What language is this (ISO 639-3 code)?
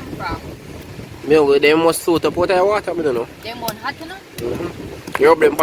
jam